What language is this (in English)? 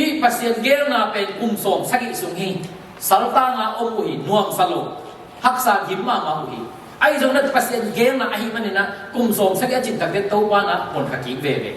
Tedim Chin